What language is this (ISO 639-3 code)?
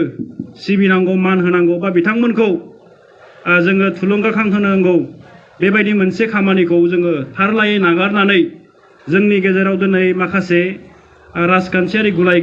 brx